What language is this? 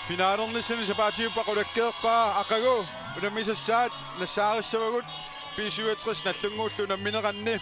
Kalaallisut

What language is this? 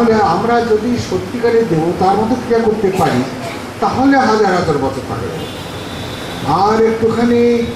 Bangla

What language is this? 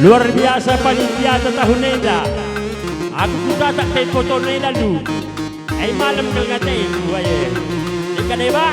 Batak Karo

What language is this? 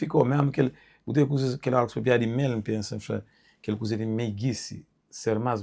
Kabuverdianu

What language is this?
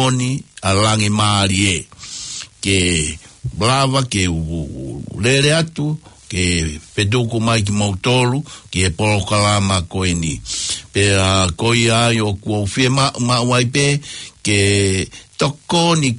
Tongan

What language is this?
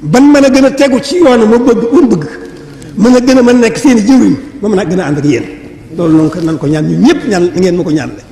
Wolof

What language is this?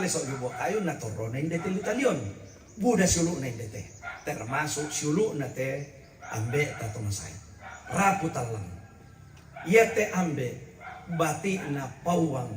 Toraja-Sa'dan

